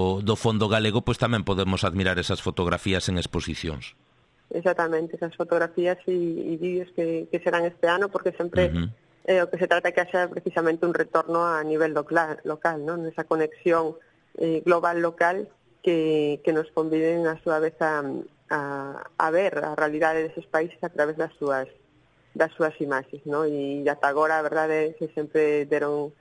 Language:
Galician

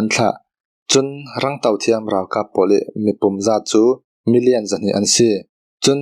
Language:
Falam Chin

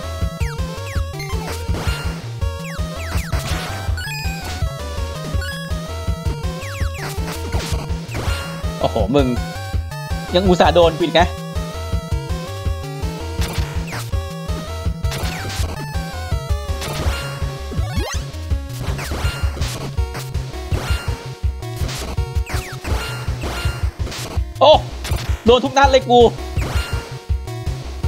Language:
Thai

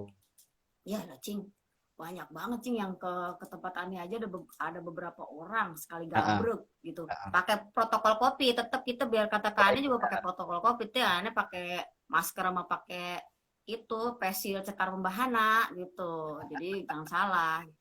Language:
Betawi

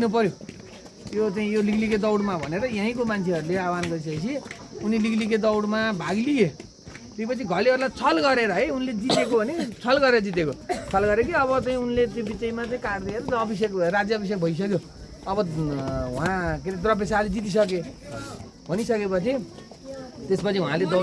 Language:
Nepali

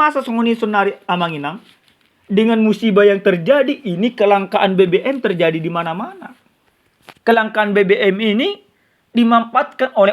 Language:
Batak Toba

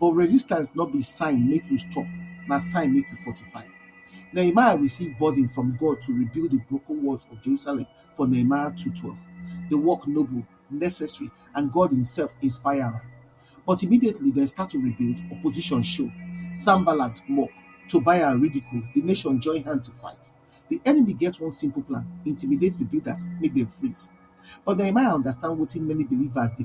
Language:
Nigerian Pidgin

